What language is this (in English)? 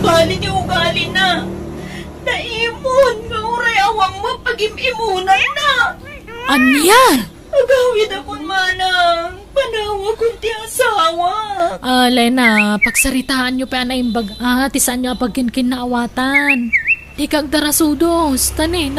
Iloko